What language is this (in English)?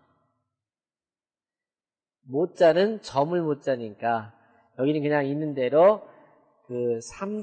Korean